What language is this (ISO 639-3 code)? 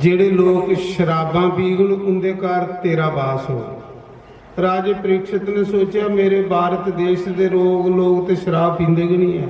doi